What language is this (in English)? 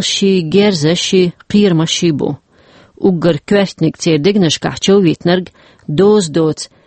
Chechen